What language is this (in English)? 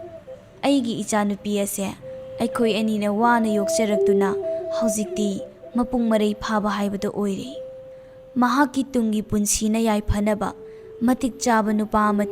Manipuri